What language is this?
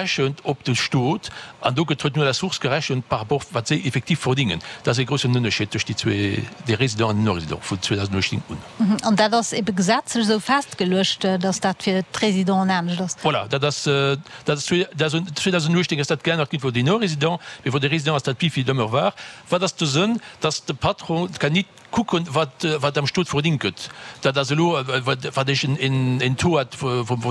Luxembourgish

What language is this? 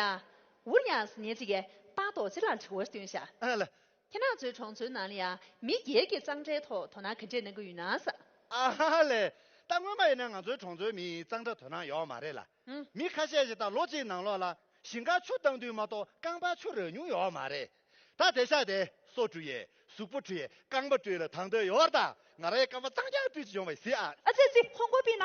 Tibetan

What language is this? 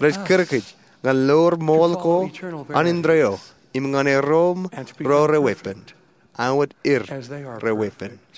Marshallese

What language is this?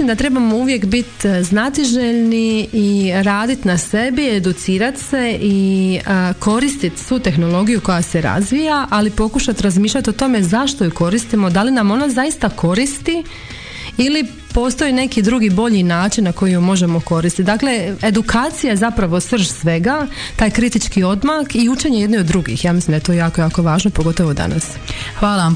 Croatian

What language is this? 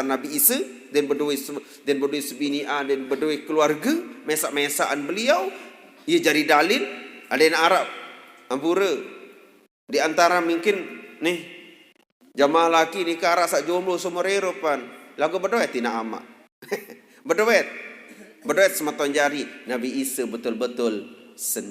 Sasak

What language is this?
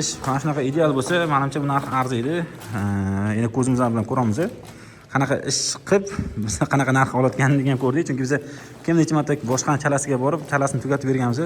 Uzbek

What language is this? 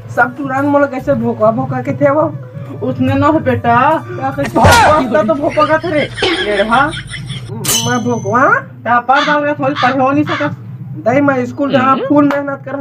Chhattisgarhi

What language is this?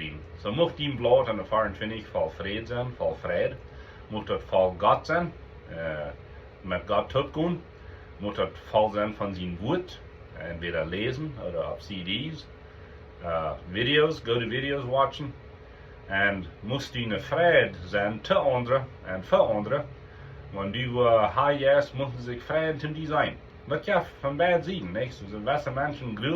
Plautdietsch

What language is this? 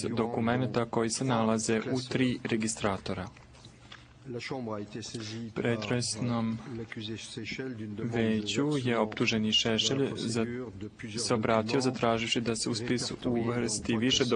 Serbian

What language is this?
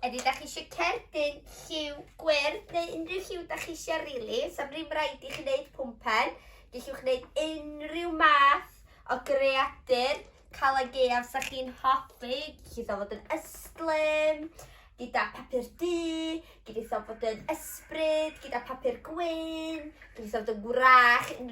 Welsh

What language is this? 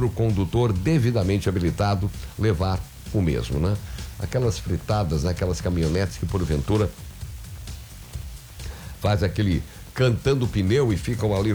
Portuguese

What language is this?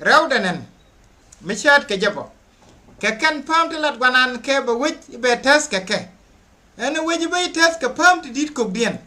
Nuer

